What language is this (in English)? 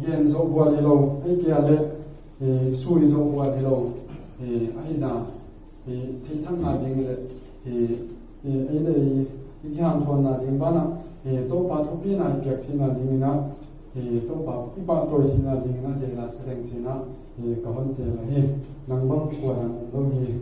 Paite Chin